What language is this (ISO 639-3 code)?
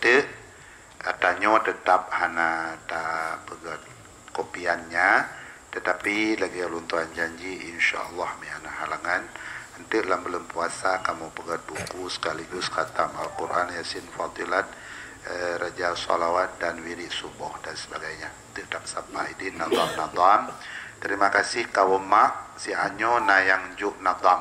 ace